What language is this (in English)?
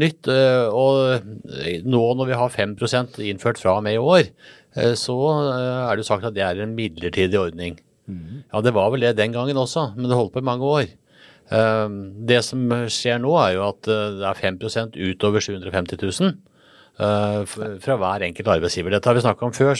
Norwegian